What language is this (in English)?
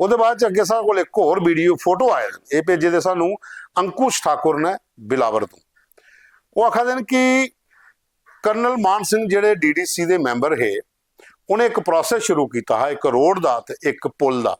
Dogri